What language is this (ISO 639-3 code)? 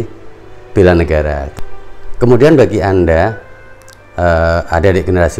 ind